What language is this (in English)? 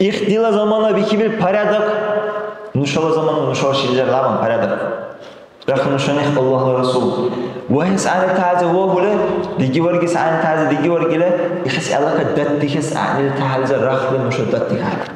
Dargwa